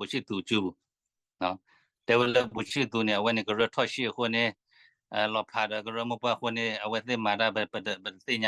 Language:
S'gaw Karen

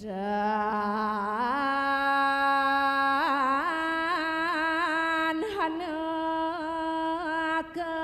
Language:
Balinese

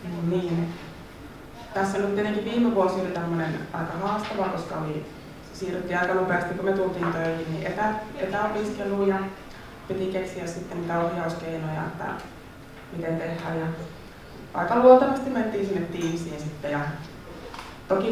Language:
Finnish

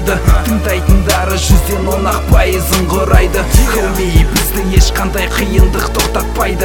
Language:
Kazakh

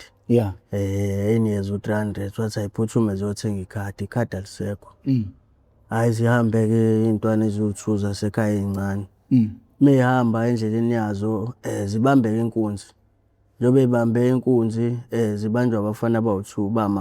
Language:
Zulu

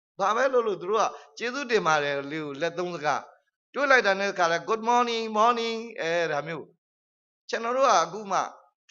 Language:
Burmese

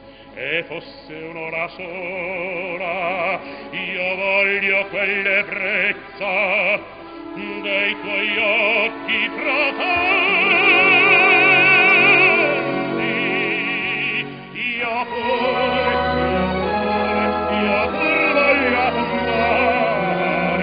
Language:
Italian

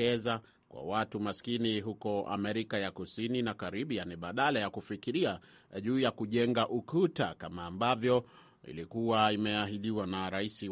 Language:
Swahili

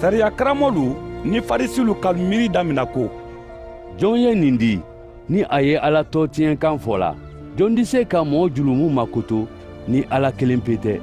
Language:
Mandingo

